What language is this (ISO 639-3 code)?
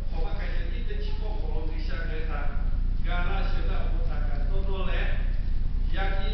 lhu